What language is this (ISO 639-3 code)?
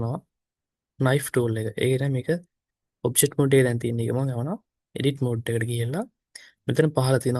sin